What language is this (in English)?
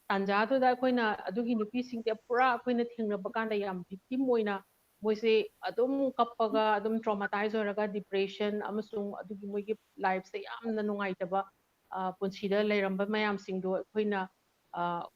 Manipuri